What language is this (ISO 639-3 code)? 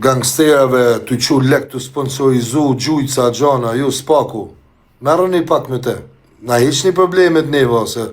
sqi